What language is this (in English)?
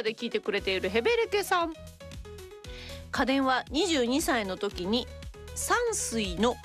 Japanese